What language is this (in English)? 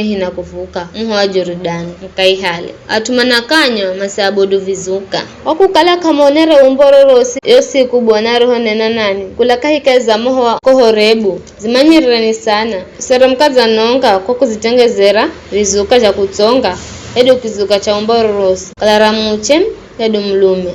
Giryama